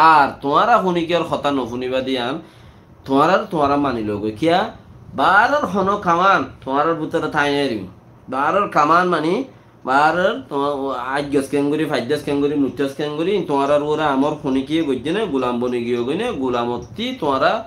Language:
Rohingya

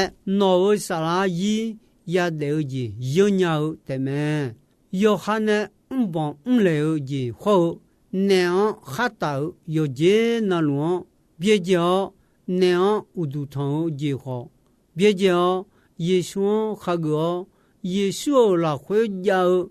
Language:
Akha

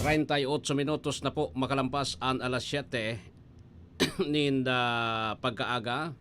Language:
Bikol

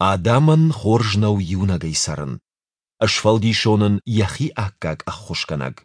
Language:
Ossetic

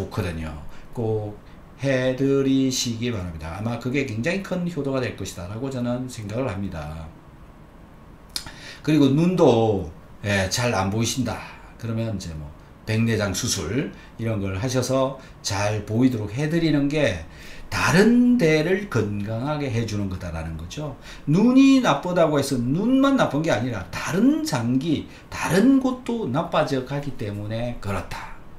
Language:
Korean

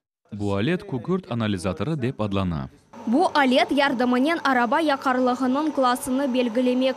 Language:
Crimean Tatar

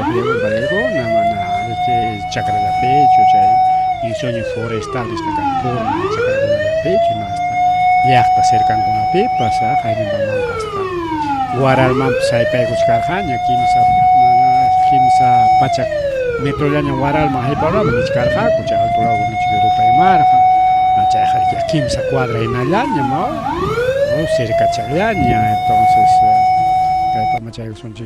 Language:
Ayacucho Quechua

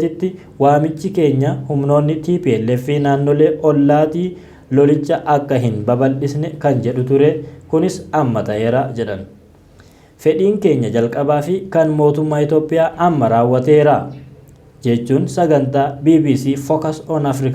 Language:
Oromo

